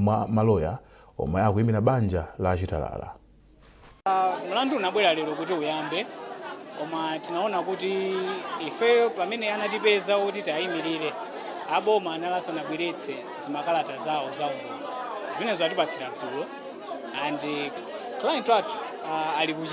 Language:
Nyanja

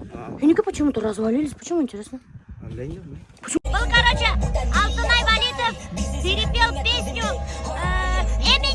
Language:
Bashkir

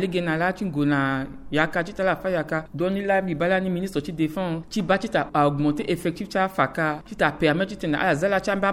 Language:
Sango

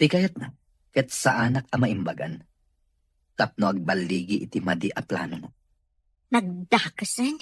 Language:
Iloko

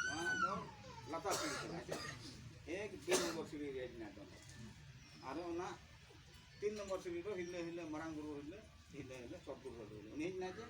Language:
Santali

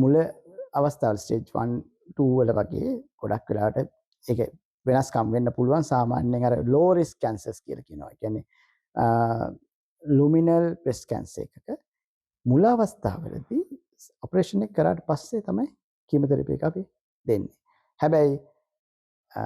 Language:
Sinhala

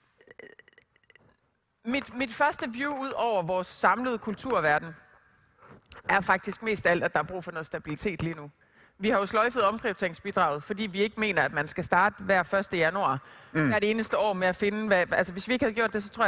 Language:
Danish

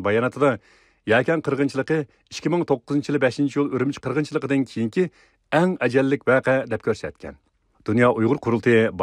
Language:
Uyghur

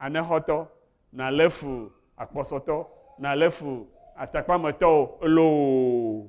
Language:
Ewe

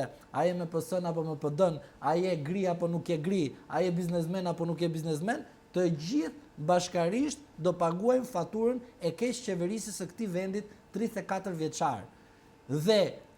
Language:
Albanian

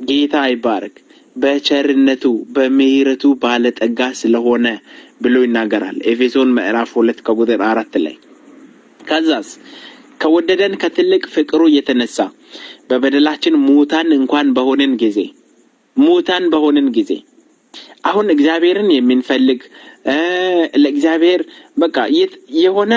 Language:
Amharic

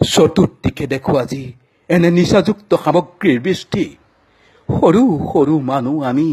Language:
Assamese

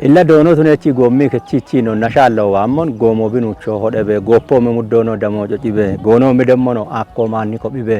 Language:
Kafa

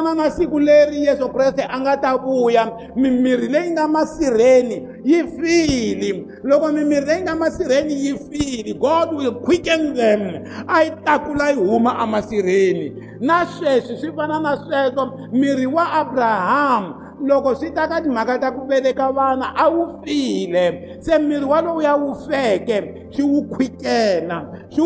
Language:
Tsonga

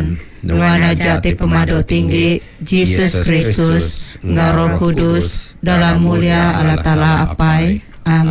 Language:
Iban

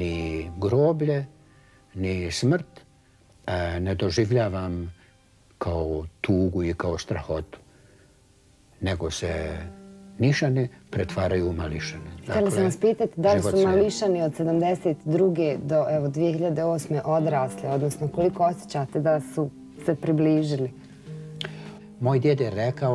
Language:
Bosnian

